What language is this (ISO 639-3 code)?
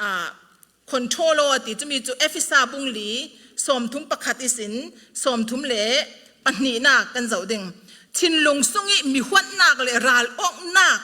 cfm